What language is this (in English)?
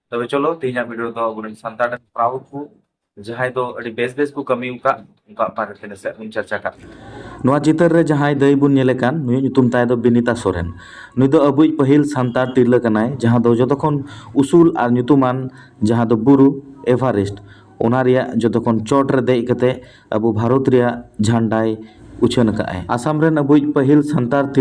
Santali